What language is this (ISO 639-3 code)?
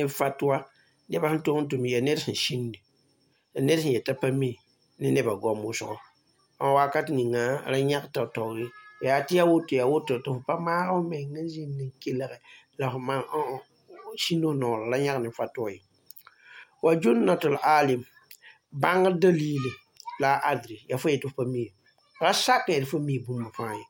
mos